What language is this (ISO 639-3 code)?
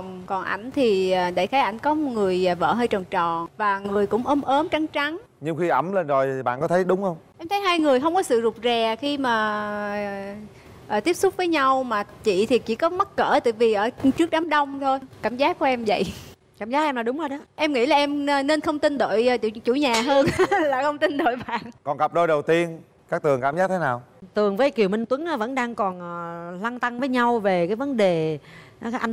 vie